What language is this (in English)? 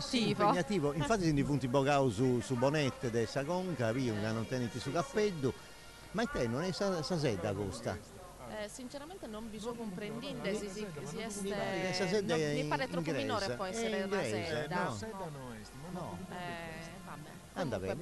Sardinian